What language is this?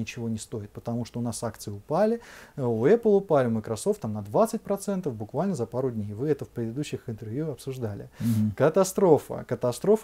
Russian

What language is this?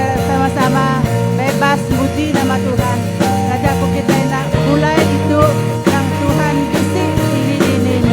Iban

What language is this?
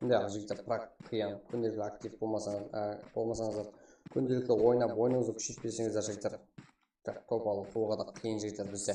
Kara-Kalpak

